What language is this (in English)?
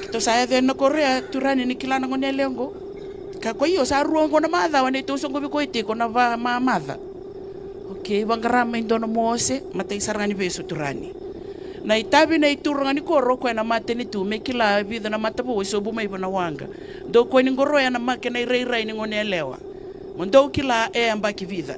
Fijian